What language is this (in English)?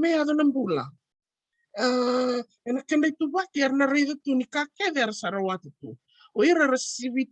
Fijian